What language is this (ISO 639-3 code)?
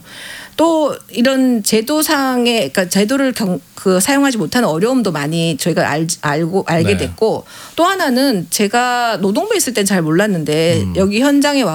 kor